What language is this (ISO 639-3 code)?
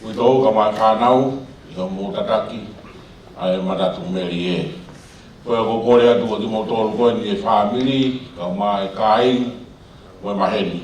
ton